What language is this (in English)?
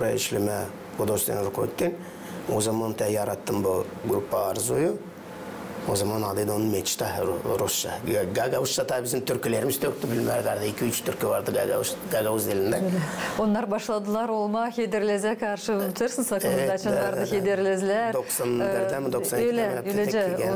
Gagauz